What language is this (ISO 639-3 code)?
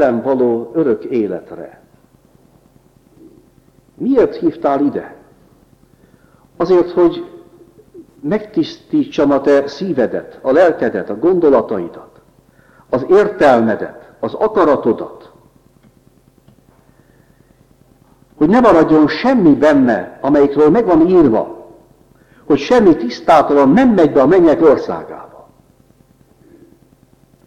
hun